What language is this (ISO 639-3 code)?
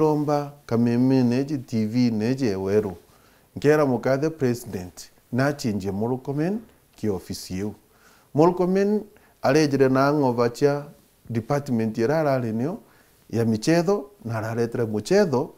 mer